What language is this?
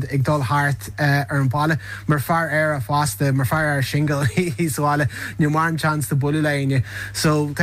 Irish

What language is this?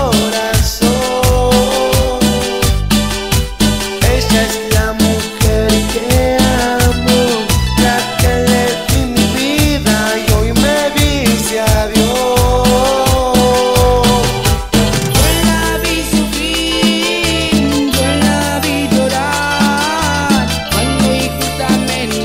Spanish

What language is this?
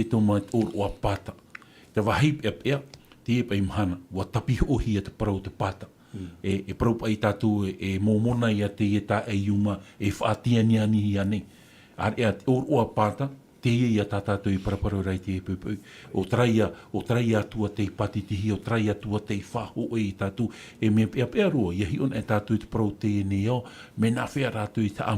Tahitian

